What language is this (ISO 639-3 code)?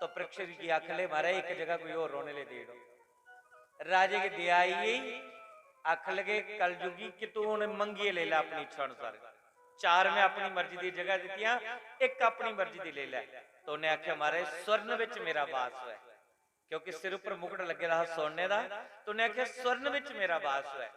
doi